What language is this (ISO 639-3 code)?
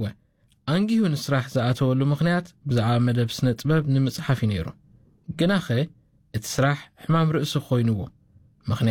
tir